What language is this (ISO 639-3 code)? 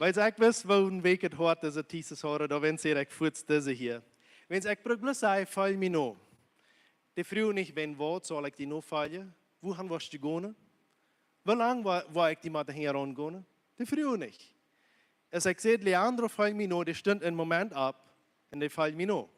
pdt